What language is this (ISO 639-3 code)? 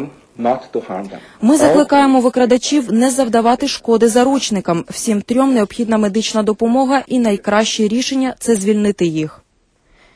ukr